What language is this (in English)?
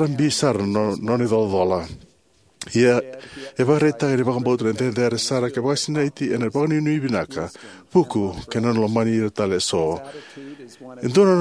Fijian